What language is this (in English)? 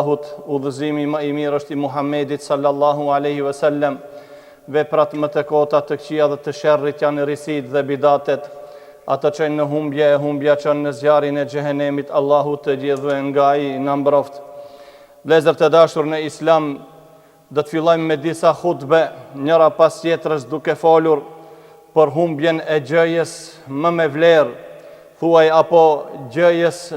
Albanian